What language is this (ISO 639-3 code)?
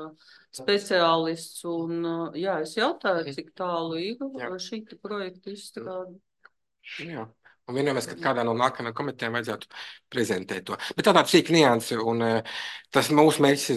lav